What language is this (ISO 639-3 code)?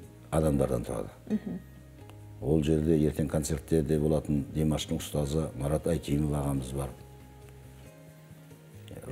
kaz